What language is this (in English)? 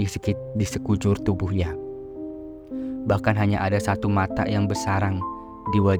Indonesian